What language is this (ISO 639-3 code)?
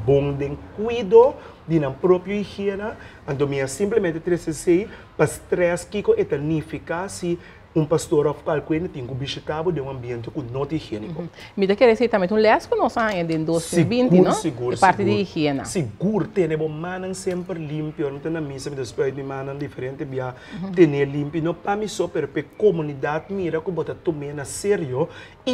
pap